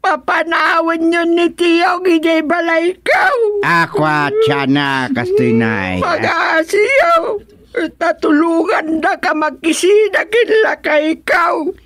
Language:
Iloko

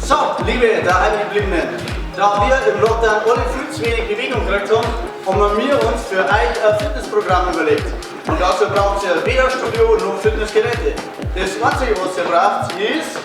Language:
Bavarian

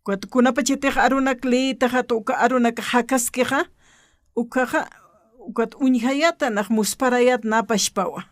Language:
Aymara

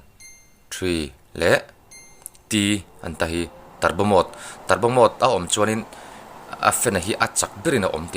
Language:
Mizo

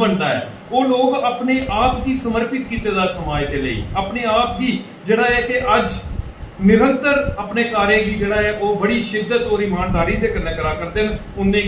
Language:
Dogri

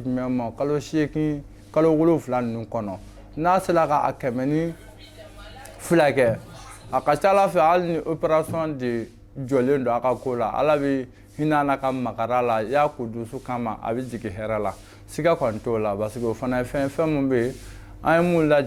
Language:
Bambara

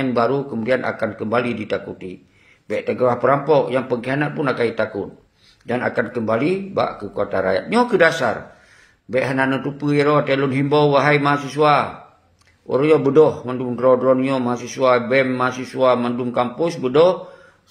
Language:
Achinese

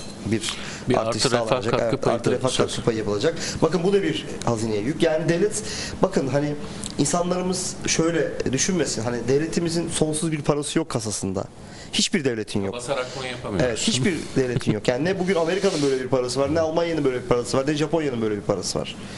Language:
Turkish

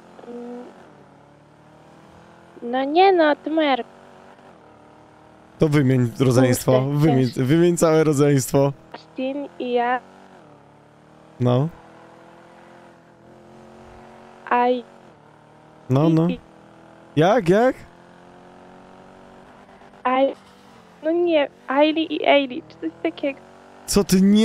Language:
Polish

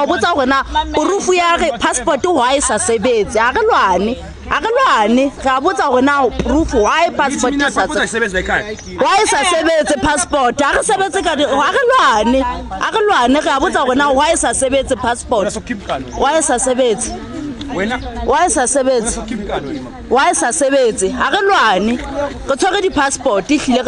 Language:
Southern Sotho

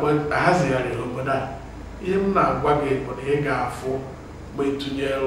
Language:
Igbo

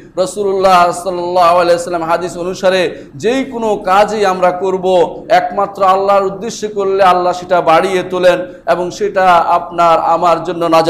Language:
Bangla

